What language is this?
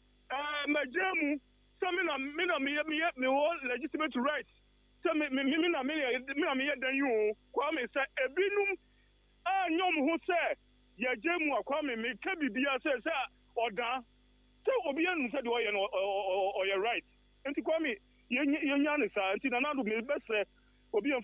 Akan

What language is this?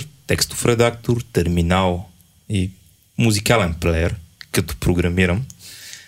Bulgarian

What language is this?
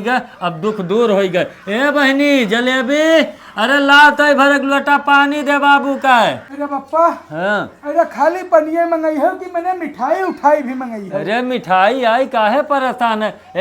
Awadhi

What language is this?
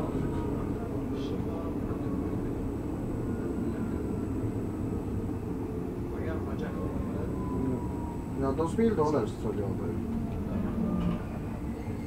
Swedish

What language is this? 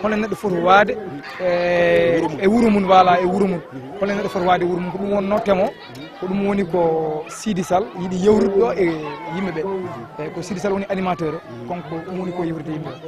Fula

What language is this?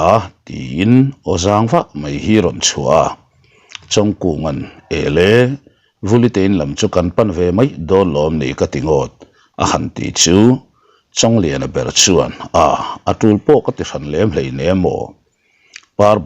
Mizo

